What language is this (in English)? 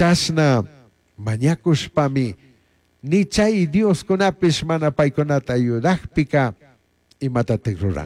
Chimborazo Highland Quichua